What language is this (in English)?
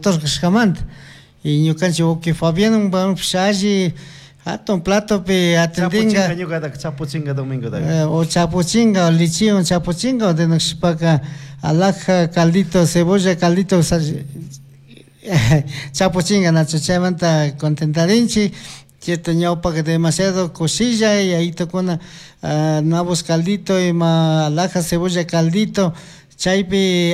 Chimborazo Highland Quichua